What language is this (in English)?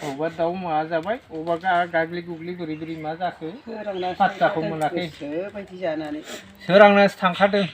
Bodo